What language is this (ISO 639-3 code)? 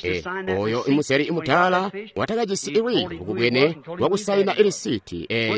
toi